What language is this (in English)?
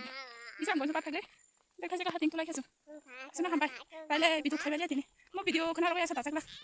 Kok Borok